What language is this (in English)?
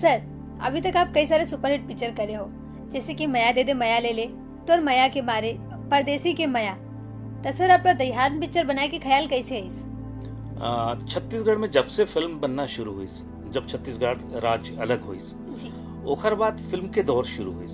Chhattisgarhi